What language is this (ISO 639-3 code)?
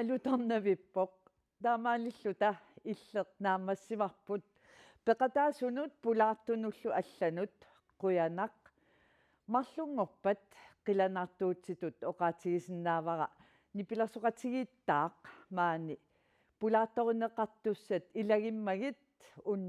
kal